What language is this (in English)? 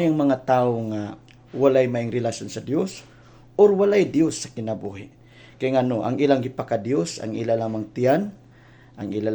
Cebuano